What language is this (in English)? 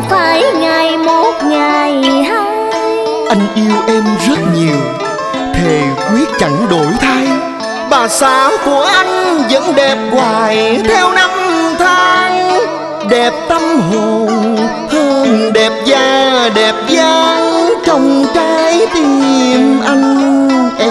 Vietnamese